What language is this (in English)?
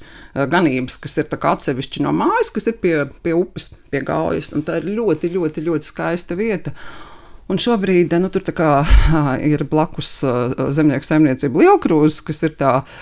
Latvian